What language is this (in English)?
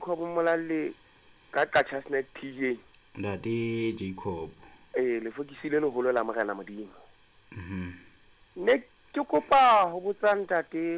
Southern Sotho